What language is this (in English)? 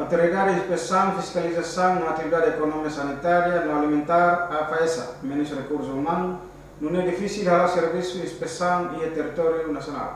Tetum